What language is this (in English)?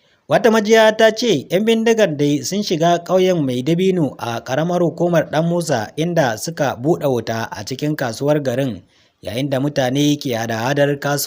Hausa